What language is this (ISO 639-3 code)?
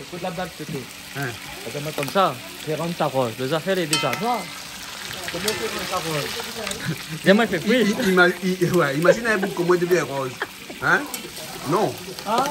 rcf